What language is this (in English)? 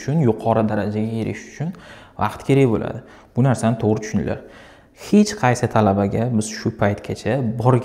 Uzbek